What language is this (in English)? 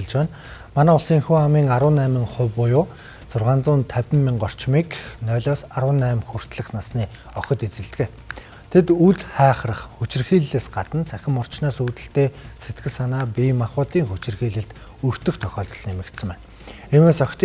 Mongolian